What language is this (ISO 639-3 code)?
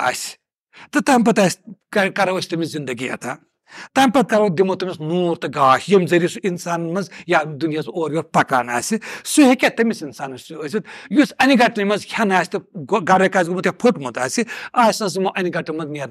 kas